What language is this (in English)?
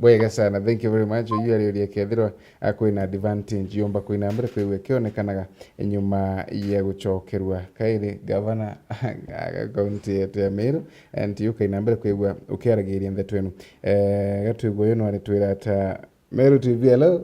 Meru